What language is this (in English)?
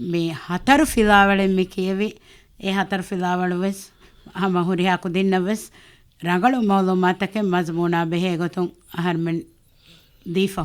Divehi